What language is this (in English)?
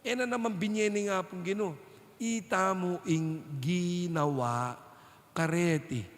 Pampanga